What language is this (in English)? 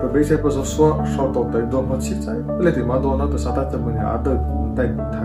Mara Chin